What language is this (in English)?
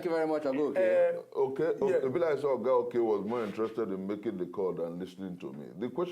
Nigerian Pidgin